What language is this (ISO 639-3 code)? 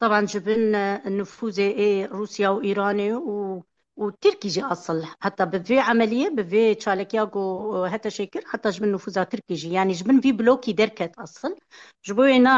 kur